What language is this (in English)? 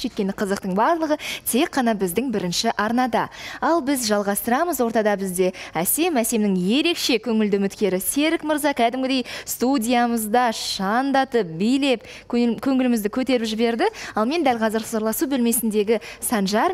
Kazakh